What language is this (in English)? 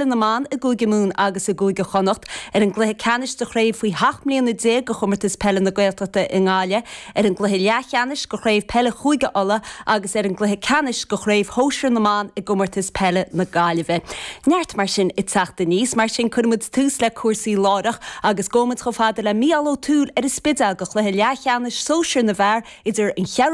Irish